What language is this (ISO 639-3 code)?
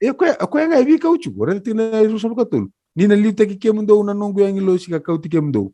fij